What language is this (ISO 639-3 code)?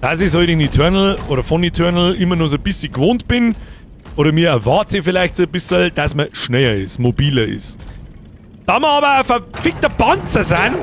bar